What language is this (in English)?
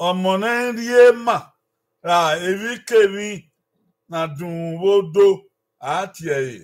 Bini